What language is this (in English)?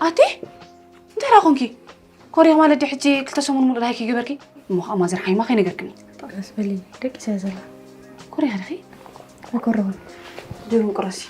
Tigrinya